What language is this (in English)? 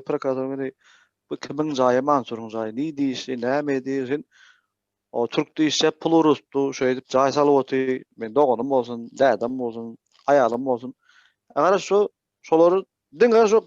Turkmen